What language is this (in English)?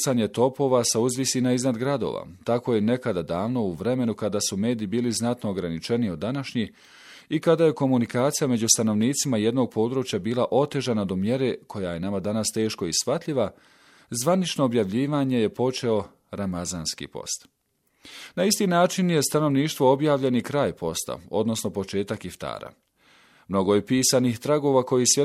Bosnian